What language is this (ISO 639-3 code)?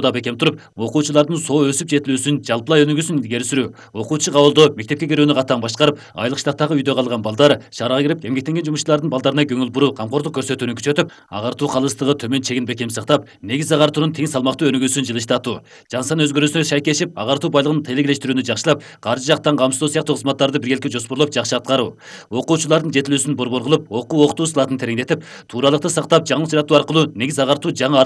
kir